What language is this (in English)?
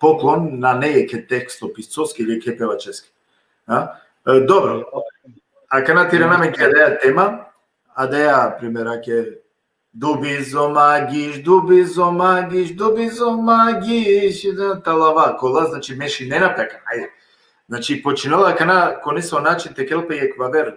Balkan Romani